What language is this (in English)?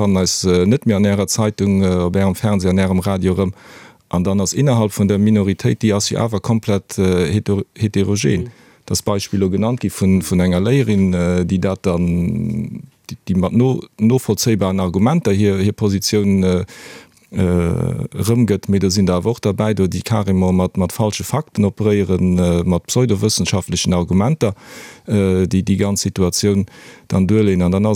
Luxembourgish